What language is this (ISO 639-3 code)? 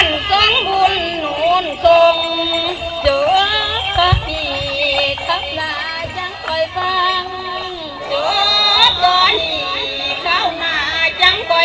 tts